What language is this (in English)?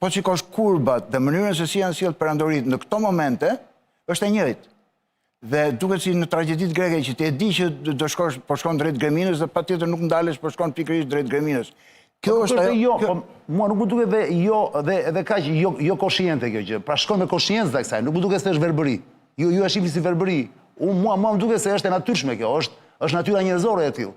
Albanian